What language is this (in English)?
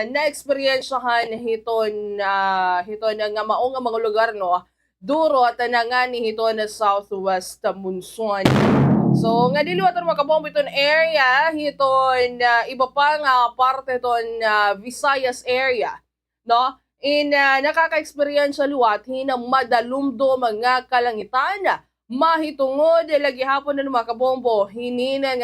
Waray